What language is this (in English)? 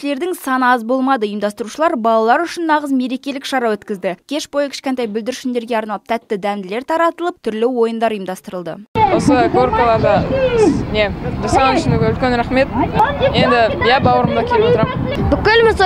Kazakh